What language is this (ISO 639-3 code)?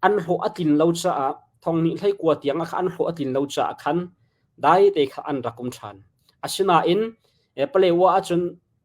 cnh